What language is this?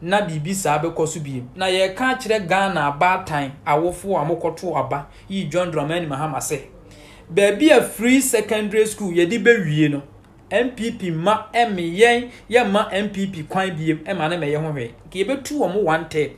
Akan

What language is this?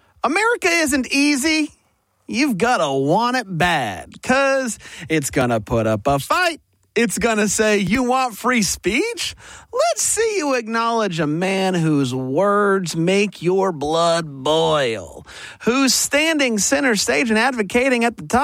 English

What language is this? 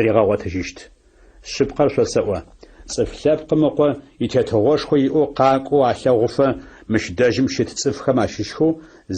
Adyghe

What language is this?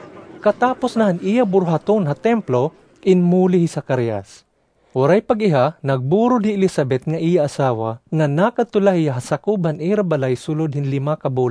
Waray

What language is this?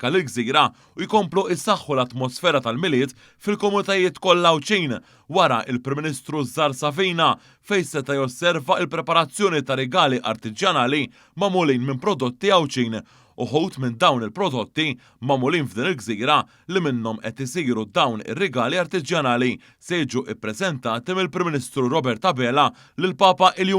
Maltese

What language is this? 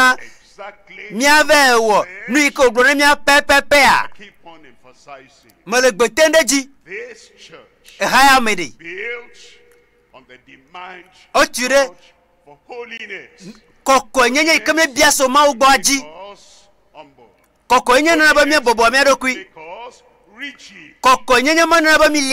Ewe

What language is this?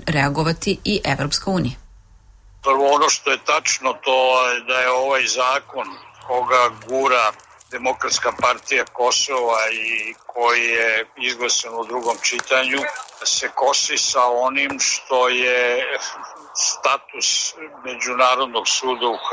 Serbian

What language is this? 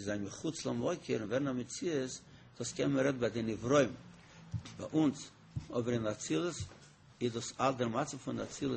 Yiddish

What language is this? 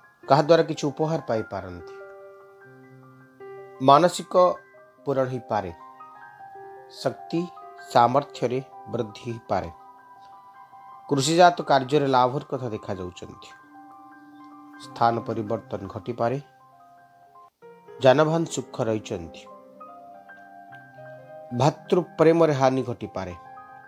Odia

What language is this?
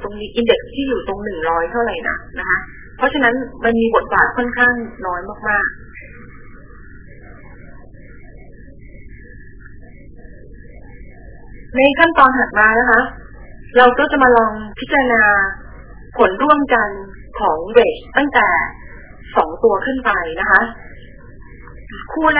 Thai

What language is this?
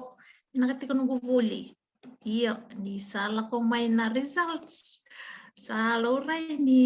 Fijian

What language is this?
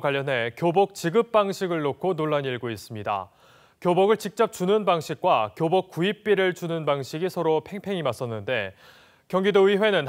Korean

